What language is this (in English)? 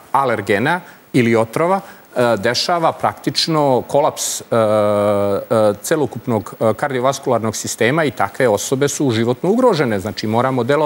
Serbian